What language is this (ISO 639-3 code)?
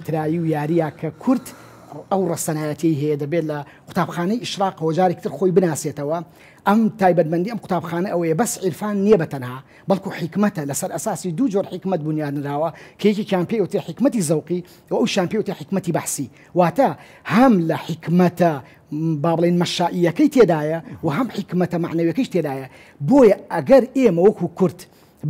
ckb